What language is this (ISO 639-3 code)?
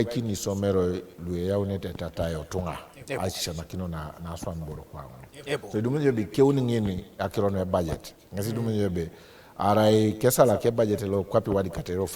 teo